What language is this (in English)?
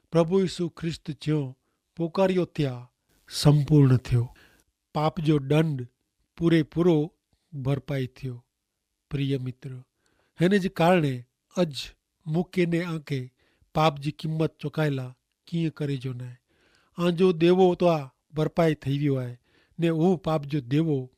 Kachhi